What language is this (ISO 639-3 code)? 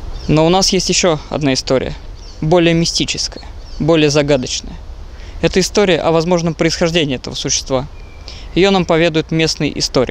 rus